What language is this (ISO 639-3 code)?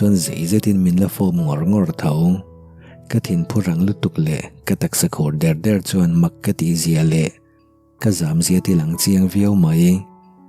lus